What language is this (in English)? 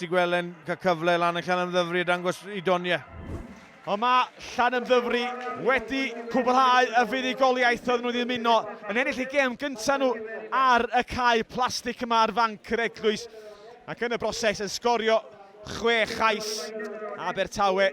Welsh